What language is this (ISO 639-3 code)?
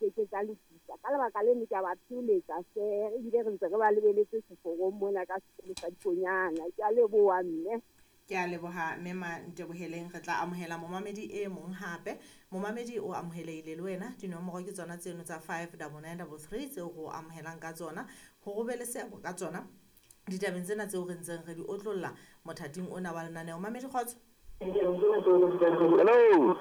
sot